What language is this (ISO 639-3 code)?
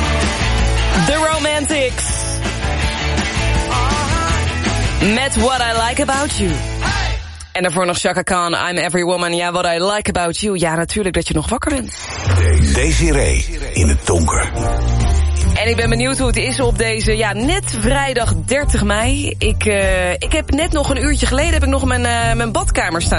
nld